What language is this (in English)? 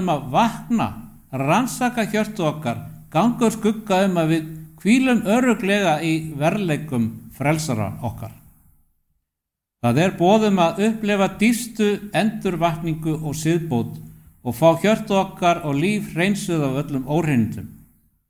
Icelandic